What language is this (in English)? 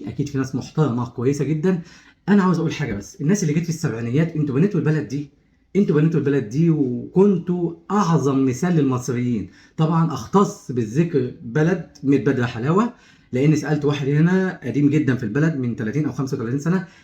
Egyptian Arabic